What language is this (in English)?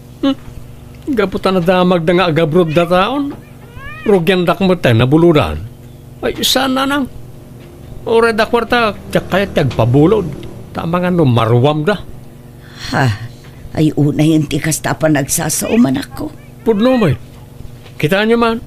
Iloko